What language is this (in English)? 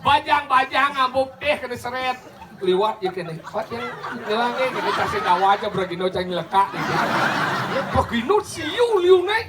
Balinese